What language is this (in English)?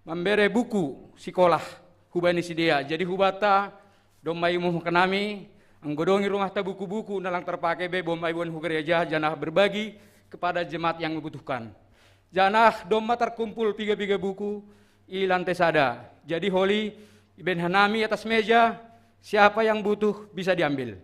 Batak Simalungun